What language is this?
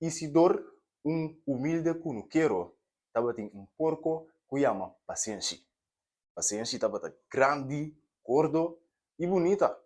Papiamento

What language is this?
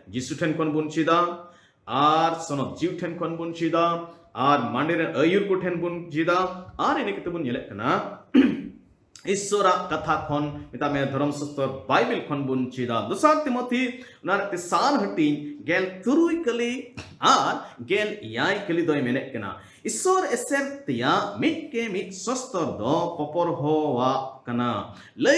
Santali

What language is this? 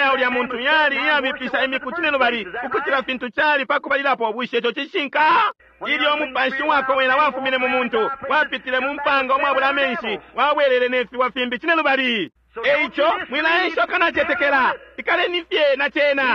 Bemba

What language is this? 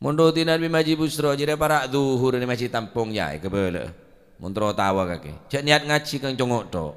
Madurese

